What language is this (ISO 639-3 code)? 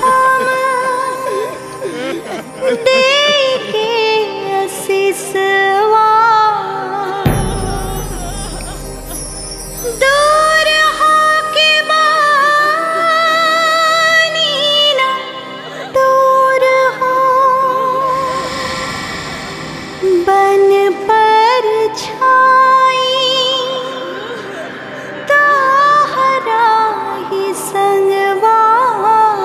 bho